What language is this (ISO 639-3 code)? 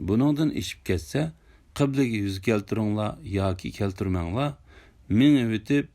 uig